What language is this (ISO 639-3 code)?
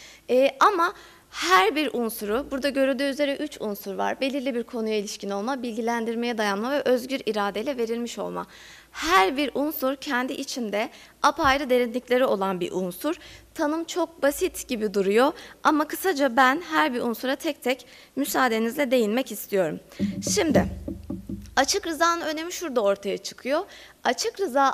tur